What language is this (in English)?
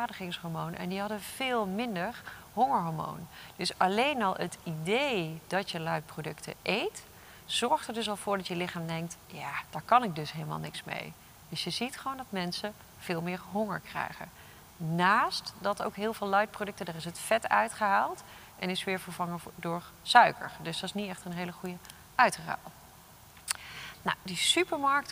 Dutch